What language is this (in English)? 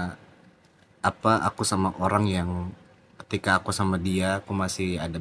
Indonesian